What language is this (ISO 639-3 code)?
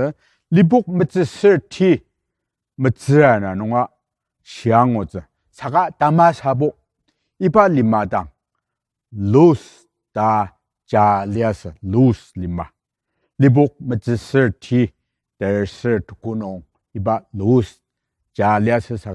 njo